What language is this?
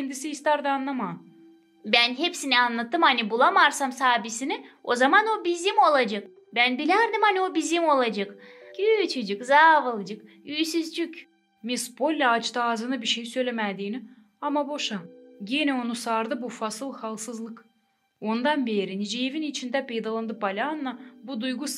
Gagauz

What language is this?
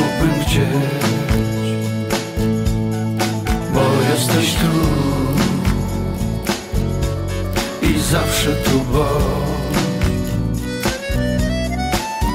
Polish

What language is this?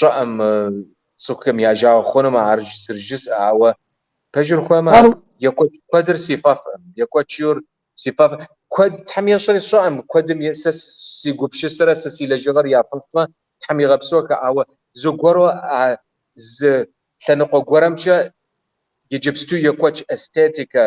Kabardian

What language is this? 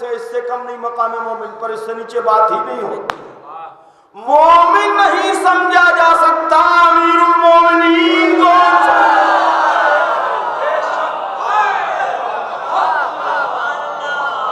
Urdu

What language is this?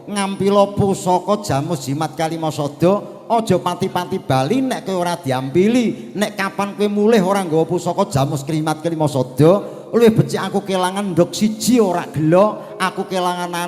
Javanese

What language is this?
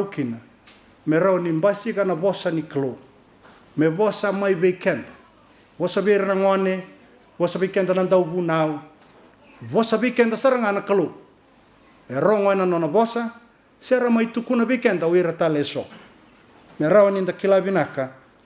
Fijian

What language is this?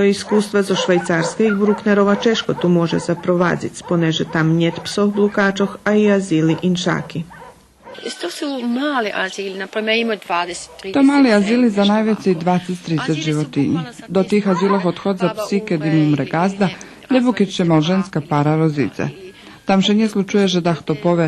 Rusyn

